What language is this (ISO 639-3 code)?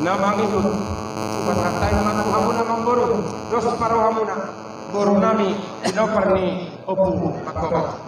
bbc